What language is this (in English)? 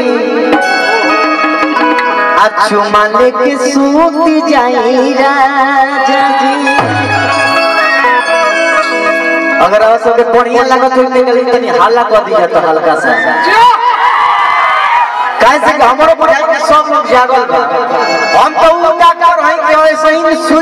Bhojpuri